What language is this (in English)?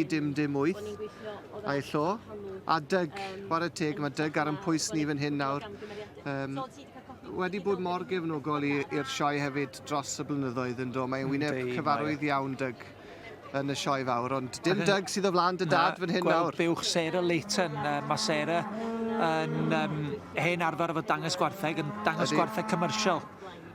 Welsh